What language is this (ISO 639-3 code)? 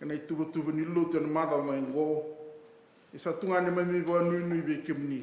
fij